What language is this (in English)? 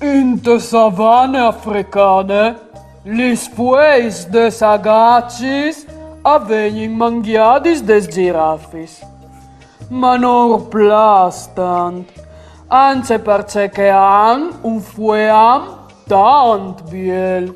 Friulian